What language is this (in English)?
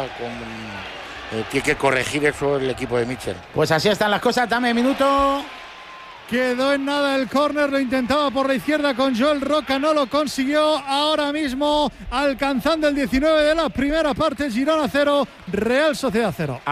Spanish